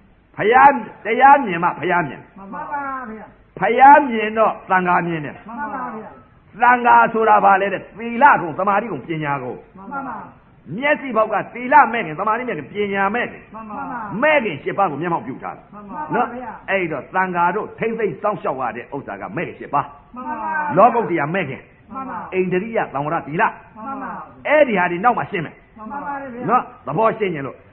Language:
Burmese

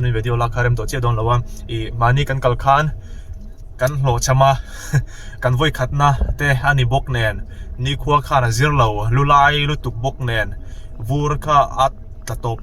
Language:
Mizo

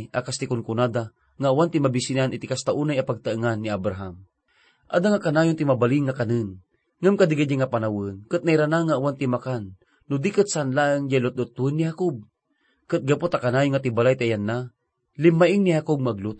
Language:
Iloko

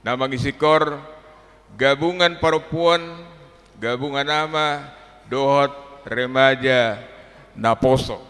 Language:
Batak Toba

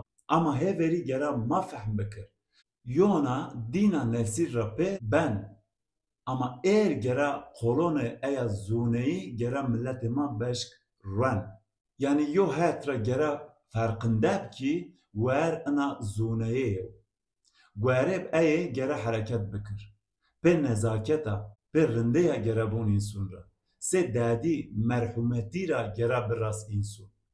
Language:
Zaza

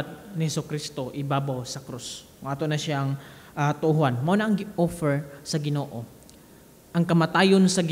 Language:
Cebuano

